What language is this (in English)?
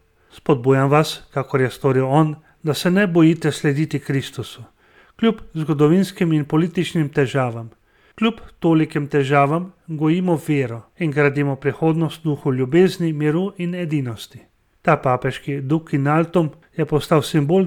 Slovenian